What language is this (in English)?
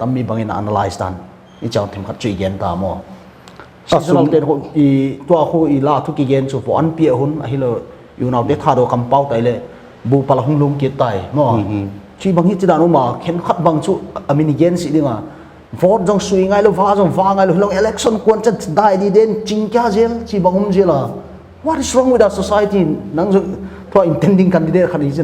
Paite Chin